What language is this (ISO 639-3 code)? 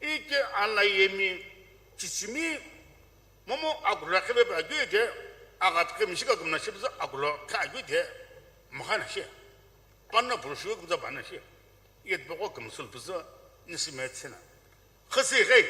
nsm